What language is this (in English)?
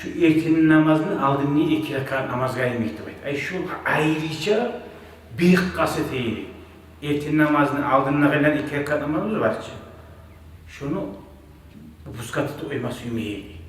Kumyk